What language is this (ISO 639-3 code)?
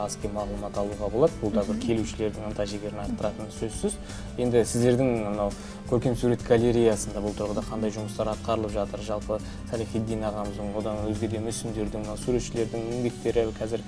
kaz